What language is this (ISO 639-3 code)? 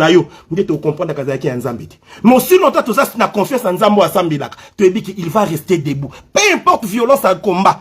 lin